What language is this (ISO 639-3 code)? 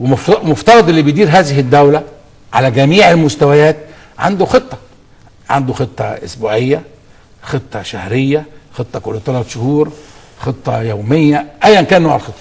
arz